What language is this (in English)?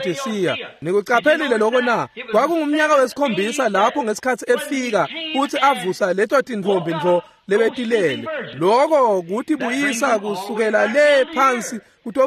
Swati